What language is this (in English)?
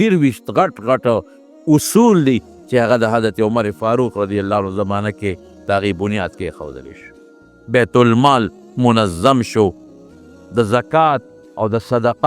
Pashto